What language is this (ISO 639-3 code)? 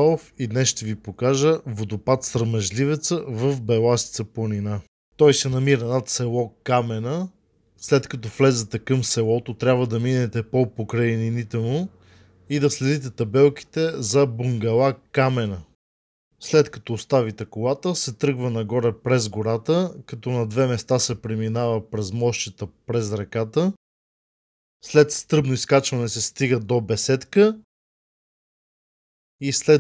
bul